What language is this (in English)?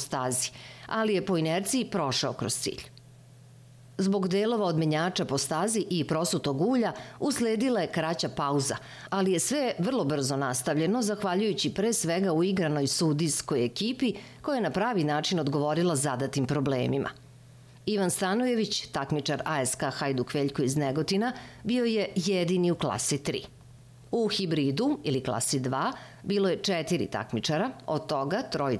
Serbian